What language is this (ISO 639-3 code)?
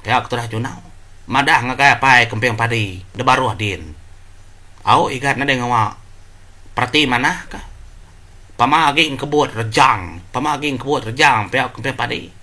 iba